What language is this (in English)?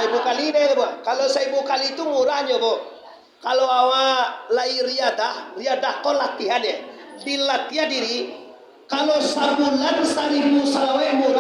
Minangkabau